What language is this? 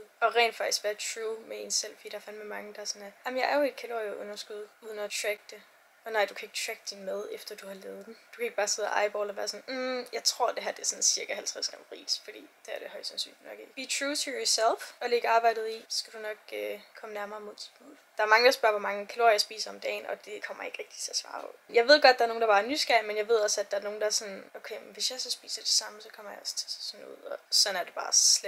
Danish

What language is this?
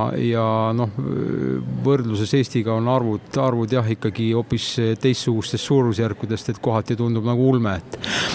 Estonian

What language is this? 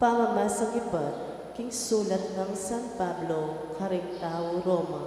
Pampanga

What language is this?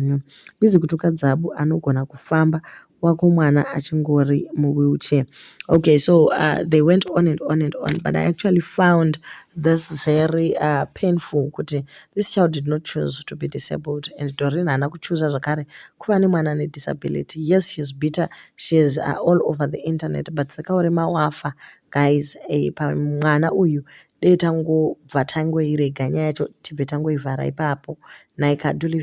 Shona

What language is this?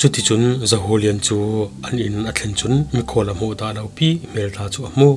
Falam Chin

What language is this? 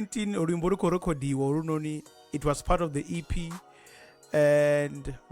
Venda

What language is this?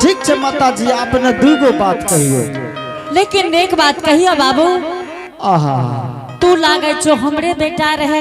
Angika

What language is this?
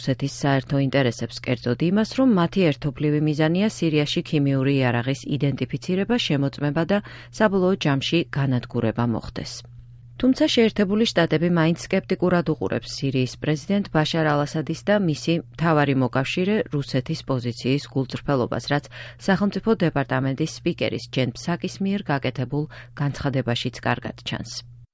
Georgian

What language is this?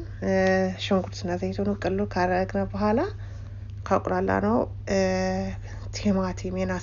Amharic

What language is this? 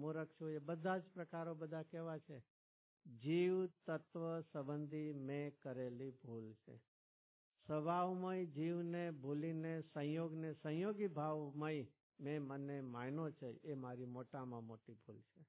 Gujarati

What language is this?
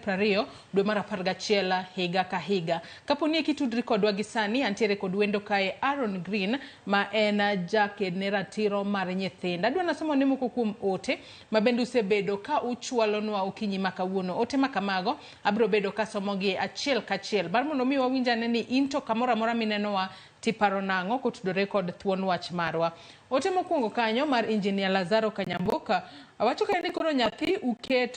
Luo (Kenya and Tanzania)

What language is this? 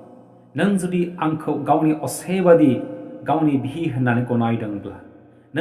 Bodo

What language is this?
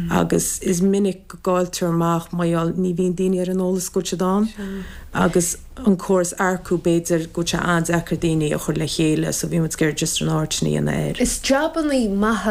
Irish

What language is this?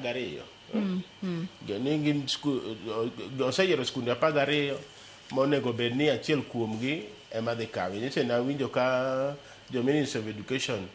Luo (Kenya and Tanzania)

